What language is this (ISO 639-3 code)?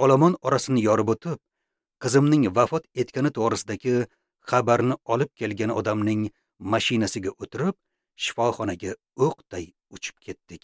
uzb